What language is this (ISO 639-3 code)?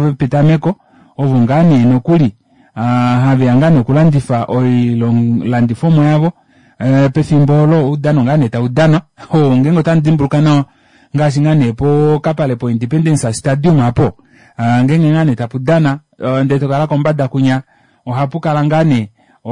kua